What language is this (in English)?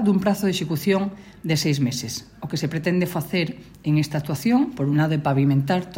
Galician